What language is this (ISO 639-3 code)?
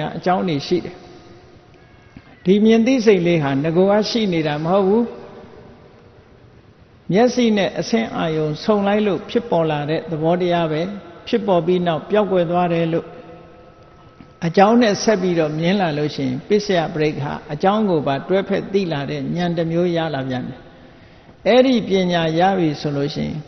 mya